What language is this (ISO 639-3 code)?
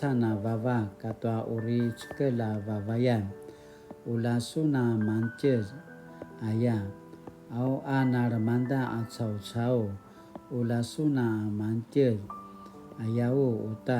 pwn